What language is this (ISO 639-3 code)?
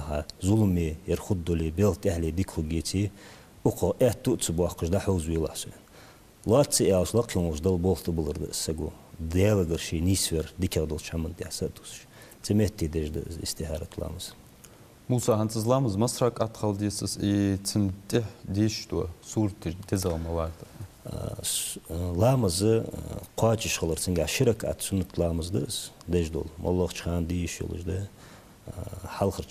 inh